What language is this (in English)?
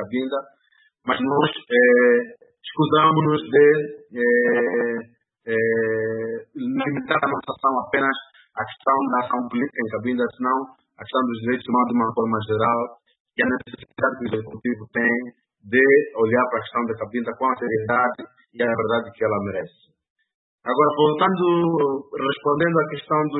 Portuguese